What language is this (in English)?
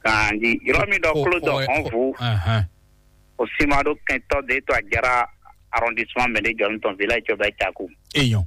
Fon